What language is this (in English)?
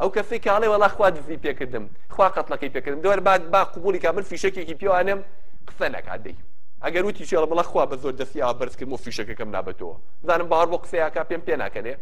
Central Kurdish